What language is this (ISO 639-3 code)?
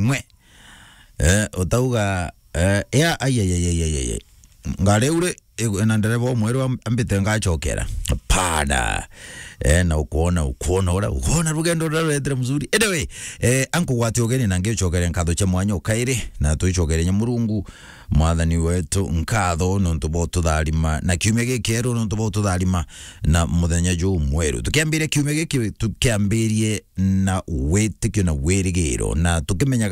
mer